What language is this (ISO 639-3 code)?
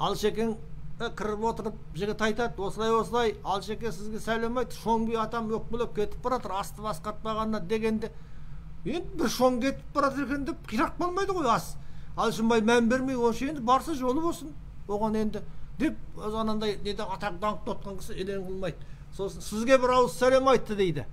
kaz